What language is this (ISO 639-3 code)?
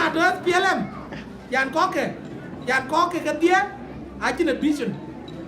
din